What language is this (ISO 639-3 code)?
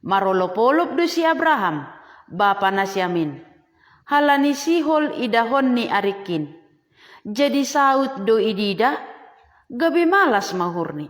bts